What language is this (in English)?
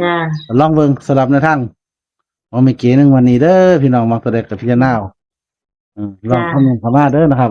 Northeastern Thai